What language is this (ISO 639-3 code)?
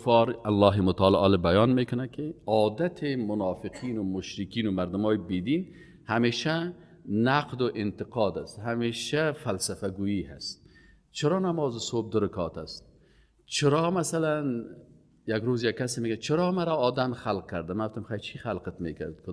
fas